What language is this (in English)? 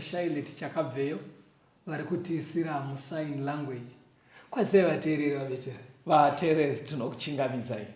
Shona